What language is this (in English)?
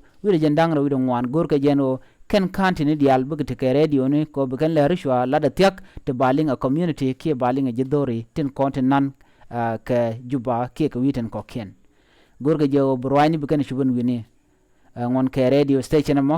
Nuer